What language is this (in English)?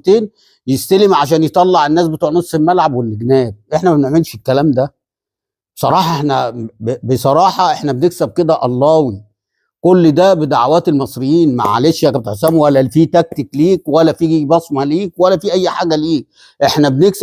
Egyptian Arabic